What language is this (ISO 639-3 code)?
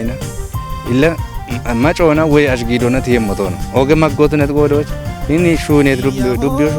kbr